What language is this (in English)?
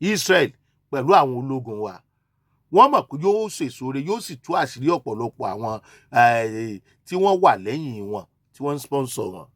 Yoruba